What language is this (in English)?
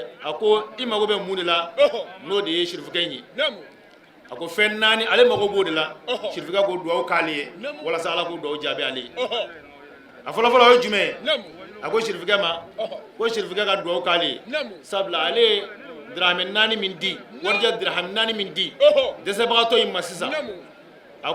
Bambara